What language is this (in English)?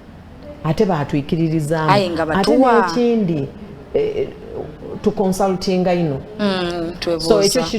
Soga